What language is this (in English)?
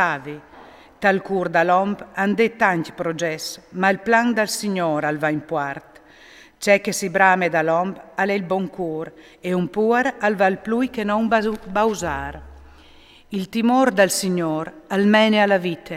Friulian